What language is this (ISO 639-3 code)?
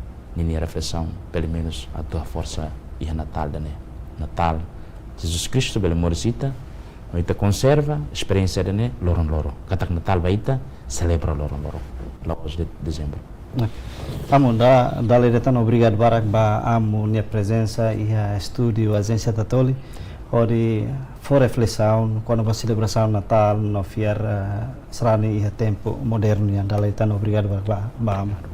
tet